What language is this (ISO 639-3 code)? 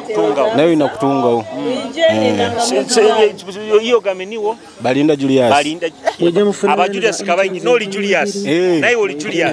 nyo